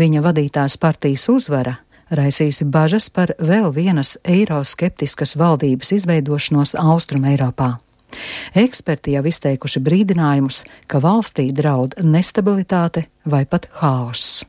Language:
Latvian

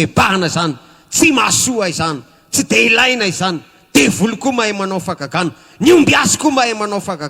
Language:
Malagasy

